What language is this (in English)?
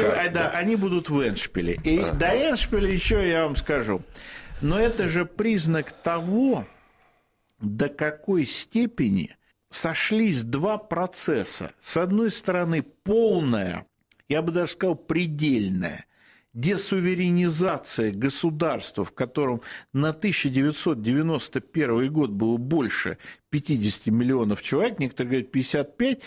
Russian